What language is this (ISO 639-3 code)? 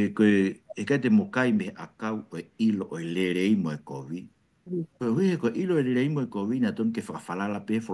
ton